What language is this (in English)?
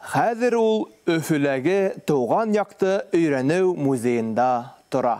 Bashkir